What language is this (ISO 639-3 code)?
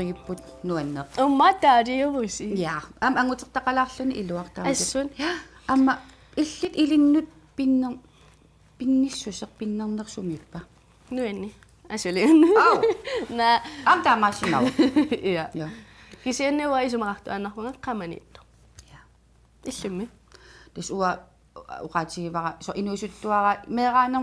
kal